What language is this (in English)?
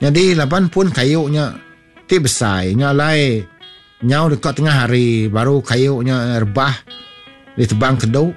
Iban